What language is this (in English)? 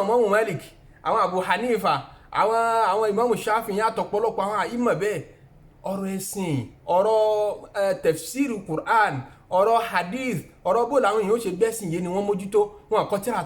Yoruba